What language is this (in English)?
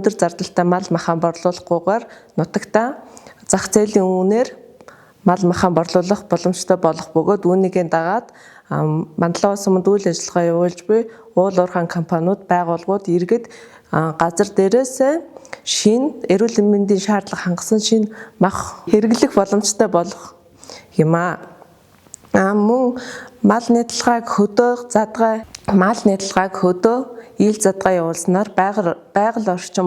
Mongolian